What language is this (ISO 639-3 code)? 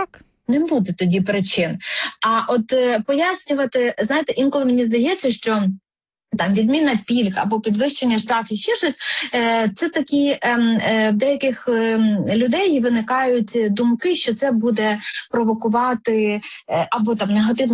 ukr